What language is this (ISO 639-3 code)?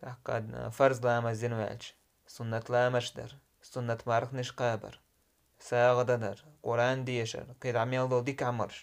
che